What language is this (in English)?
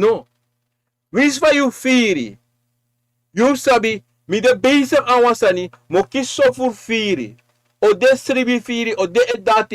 Sranan Tongo